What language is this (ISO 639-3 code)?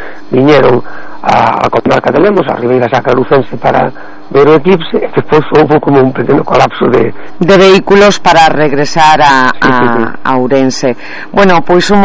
glg